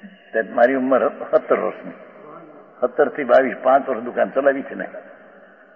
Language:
Gujarati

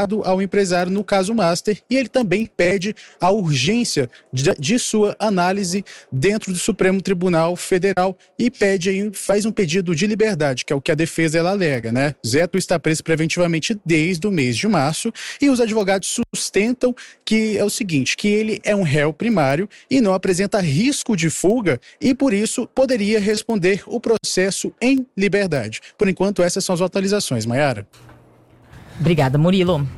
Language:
Portuguese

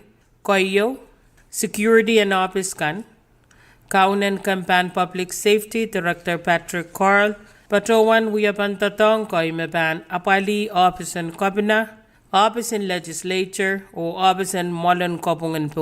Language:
Pohnpeian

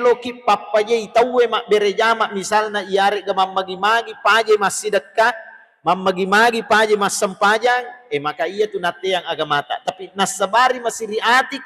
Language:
Buginese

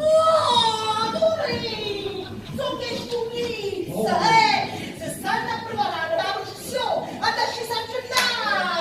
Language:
Neapolitan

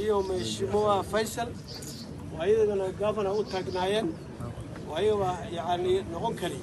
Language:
Somali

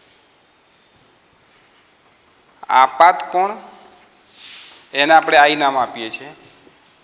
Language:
Gujarati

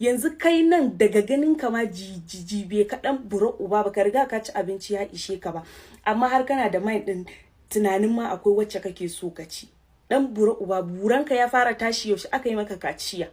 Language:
Hausa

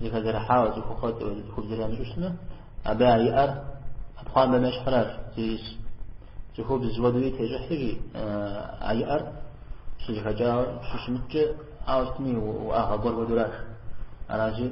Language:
Kabardian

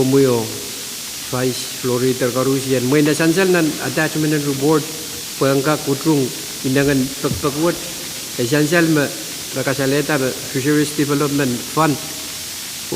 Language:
Pohnpeian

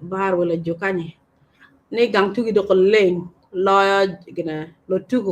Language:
Acoli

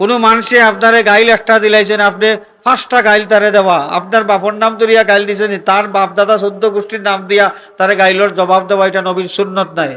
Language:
Sylheti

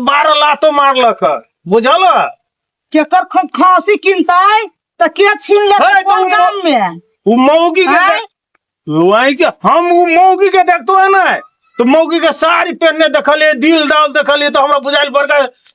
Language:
Maithili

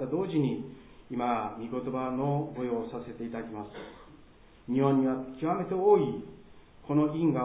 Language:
Japanese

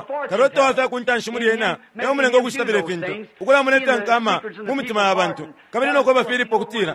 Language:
Bemba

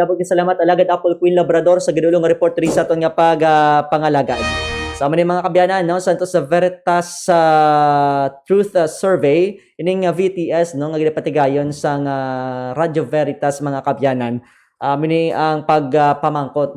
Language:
Hiligaynon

